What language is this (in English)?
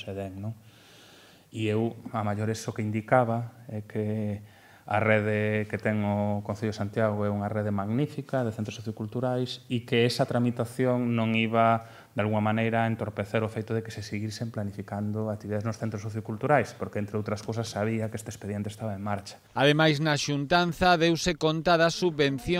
Galician